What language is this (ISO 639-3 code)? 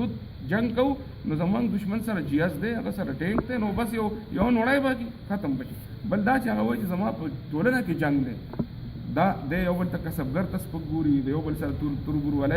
pus